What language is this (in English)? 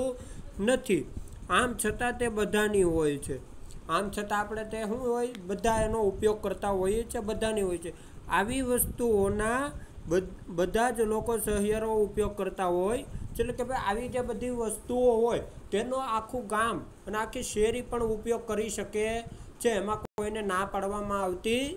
Gujarati